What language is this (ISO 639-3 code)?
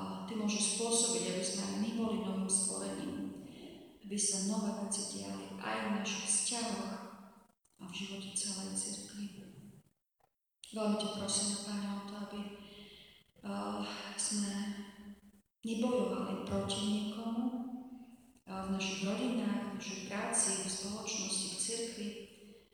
slk